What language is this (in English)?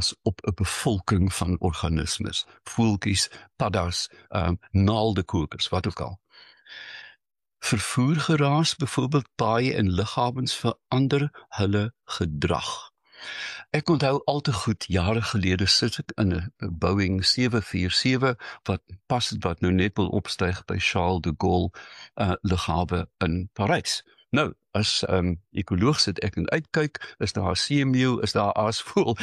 Afrikaans